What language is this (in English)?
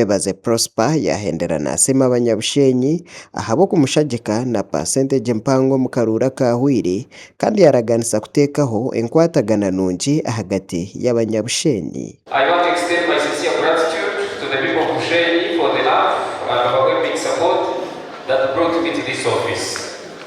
Nyankole